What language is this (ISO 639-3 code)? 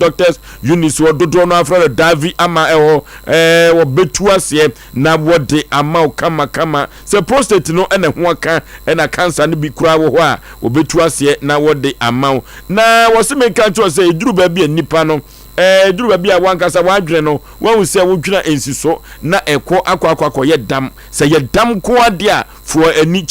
aka